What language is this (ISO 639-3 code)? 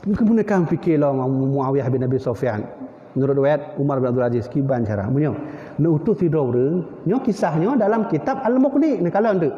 ace